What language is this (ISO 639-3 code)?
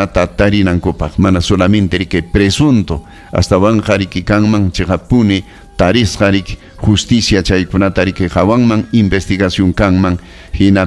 quy